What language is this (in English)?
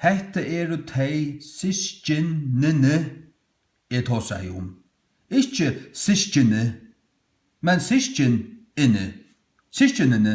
Faroese